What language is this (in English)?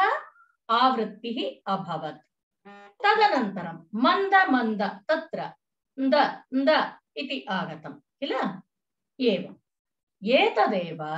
Sanskrit